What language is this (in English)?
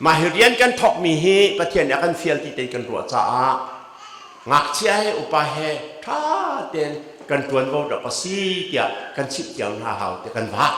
Hakha Chin